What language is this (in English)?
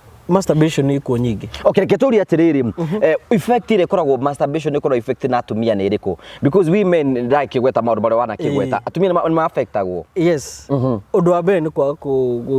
Kikuyu